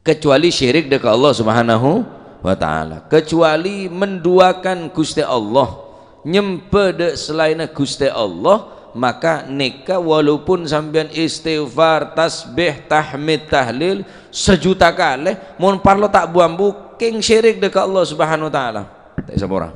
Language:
Madurese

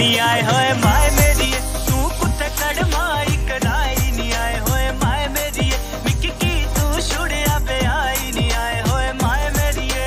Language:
Dogri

